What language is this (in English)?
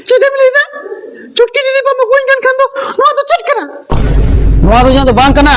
Santali